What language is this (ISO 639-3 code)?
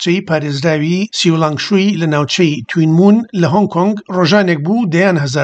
ckb